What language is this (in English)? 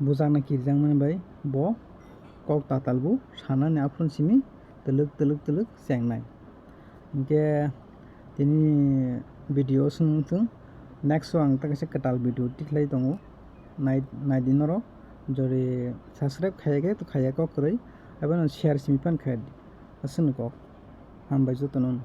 Kok Borok